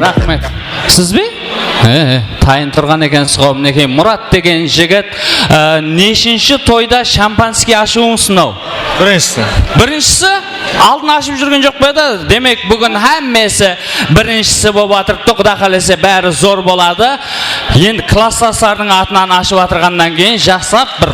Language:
Kara-Kalpak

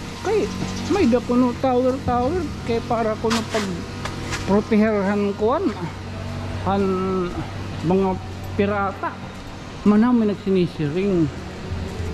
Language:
Waray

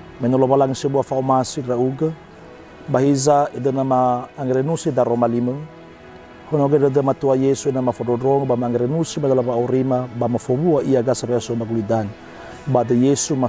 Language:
Nias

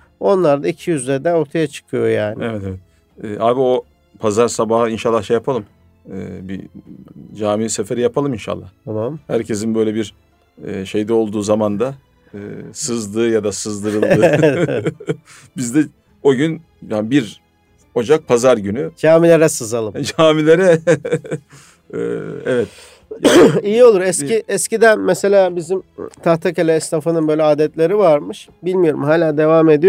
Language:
Turkish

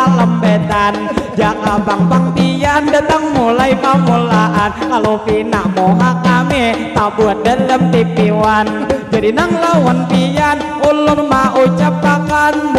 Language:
Banjar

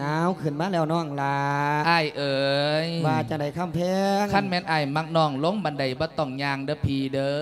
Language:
Lao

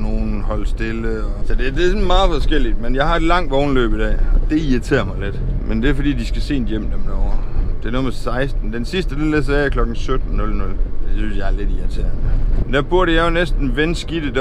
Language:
Danish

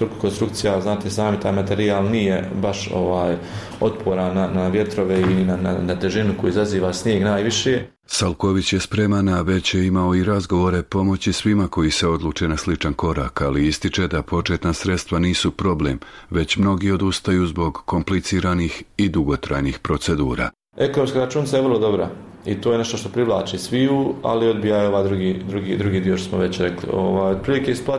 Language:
Bosnian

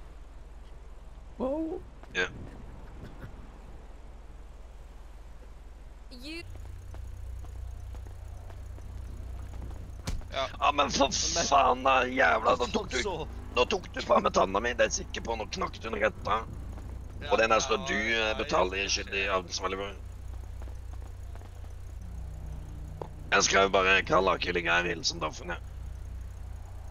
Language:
Norwegian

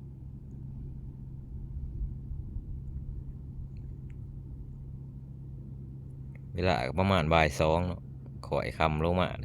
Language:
Lao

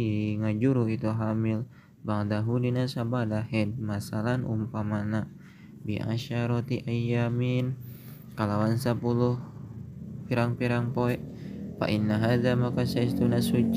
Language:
Sundanese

